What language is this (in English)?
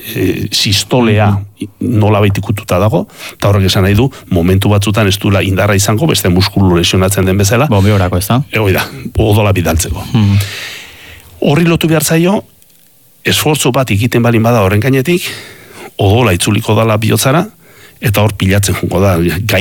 Basque